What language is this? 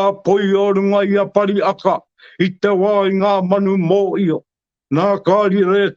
Māori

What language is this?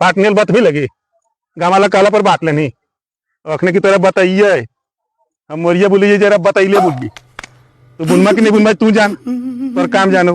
Magahi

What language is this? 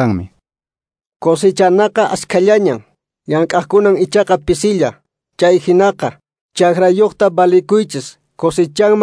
Quechua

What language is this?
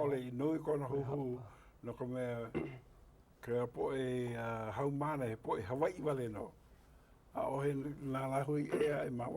Hawaiian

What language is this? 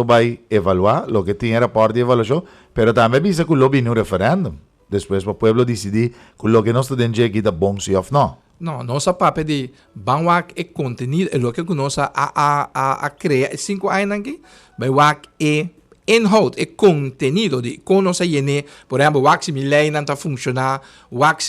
Papiamento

